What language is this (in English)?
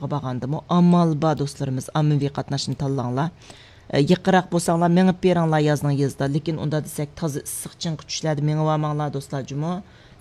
Uyghur